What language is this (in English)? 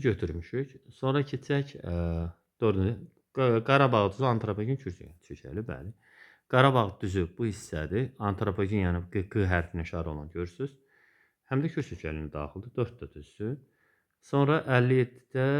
Azerbaijani